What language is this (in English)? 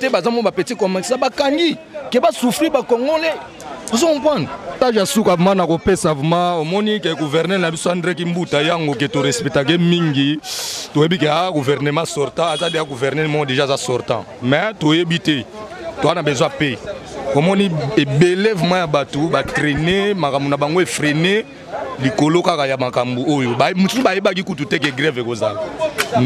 Lingala